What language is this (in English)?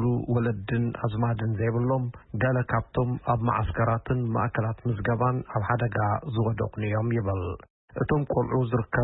Tigrinya